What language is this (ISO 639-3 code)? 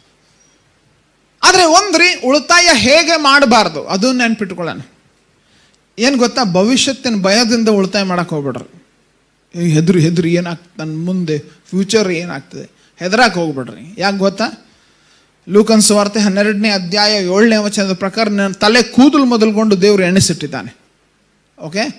kan